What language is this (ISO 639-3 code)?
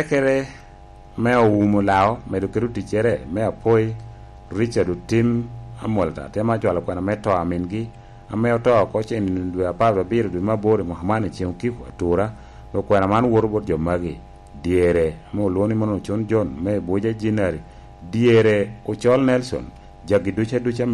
laj